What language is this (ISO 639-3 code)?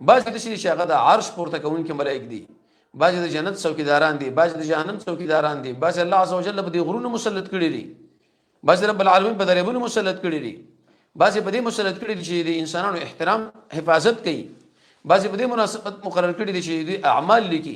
pus